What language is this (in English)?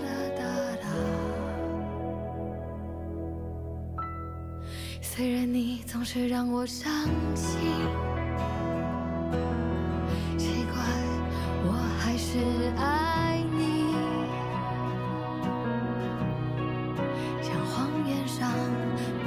Chinese